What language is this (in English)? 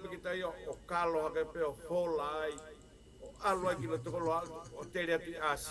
Tongan